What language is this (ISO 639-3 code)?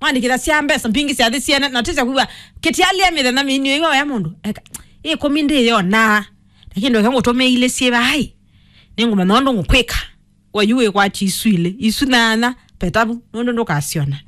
kam